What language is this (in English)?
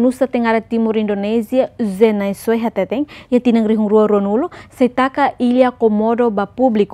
Tetum